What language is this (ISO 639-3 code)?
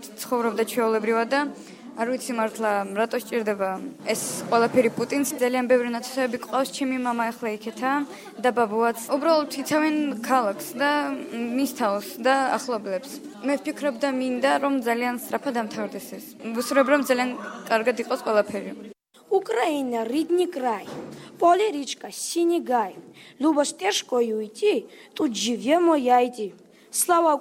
kat